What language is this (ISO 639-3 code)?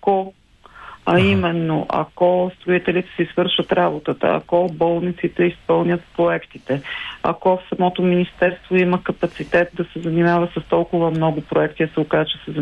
bul